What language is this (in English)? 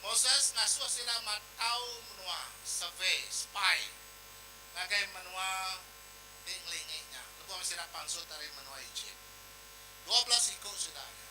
Iban